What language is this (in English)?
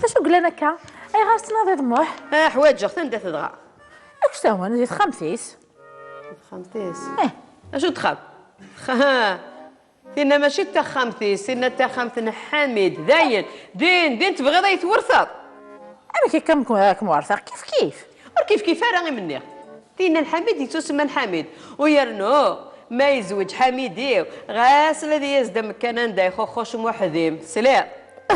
Kabyle